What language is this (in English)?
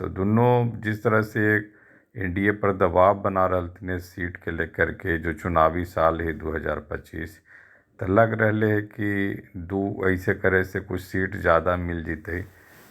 Magahi